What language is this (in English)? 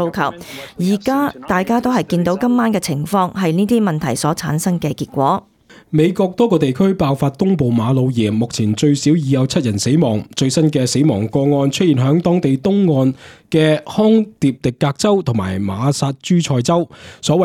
Cantonese